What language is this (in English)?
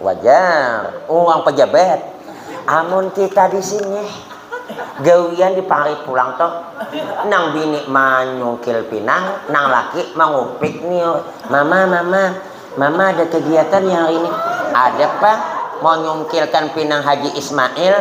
Banjar